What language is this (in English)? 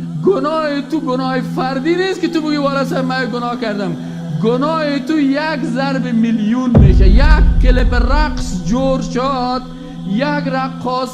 Tajik